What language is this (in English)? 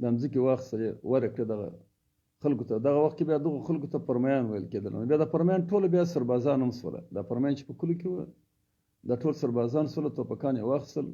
Pashto